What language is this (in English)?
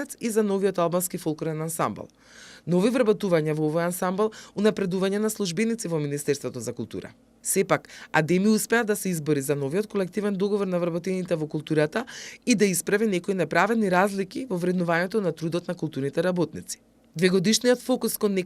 Macedonian